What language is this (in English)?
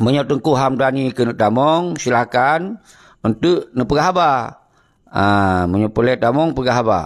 Achinese